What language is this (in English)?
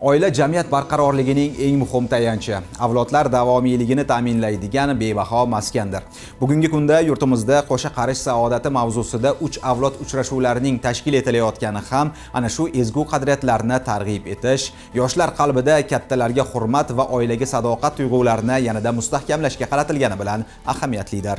Uzbek